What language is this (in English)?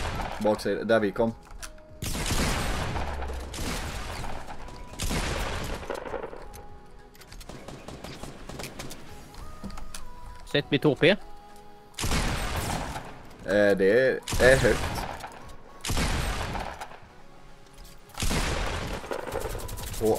Swedish